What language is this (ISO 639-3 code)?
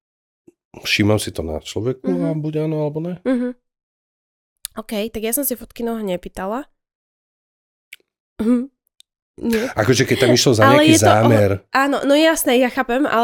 slk